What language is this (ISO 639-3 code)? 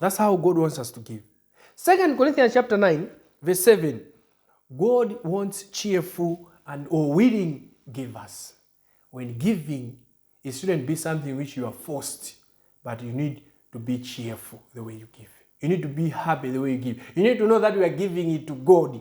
eng